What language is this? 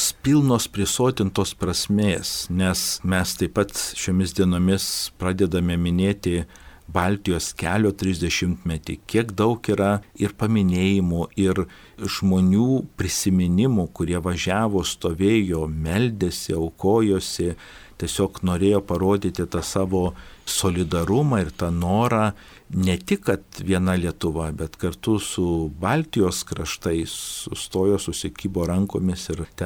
Lithuanian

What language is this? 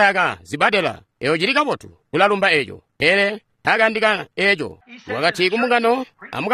Tonga (Zambia)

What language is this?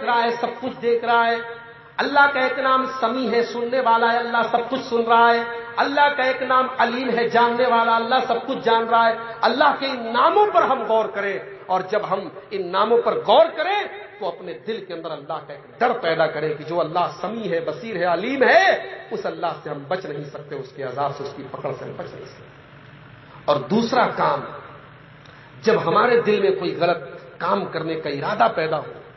Urdu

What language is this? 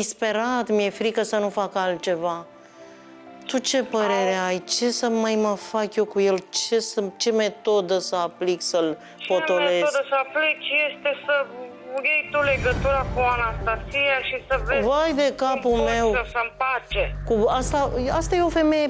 Romanian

